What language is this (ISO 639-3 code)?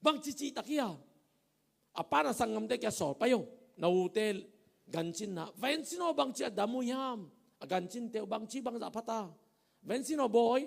ctd